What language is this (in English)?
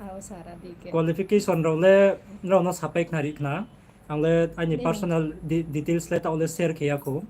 Riang (India)